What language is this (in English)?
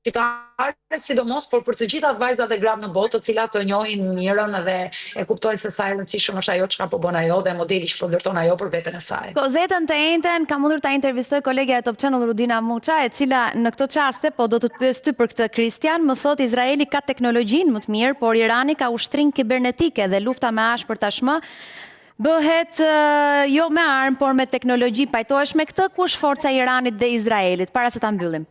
Albanian